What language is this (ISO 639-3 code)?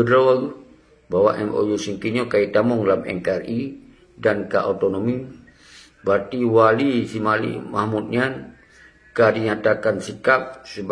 ace